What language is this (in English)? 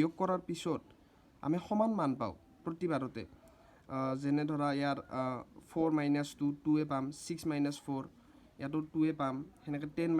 Assamese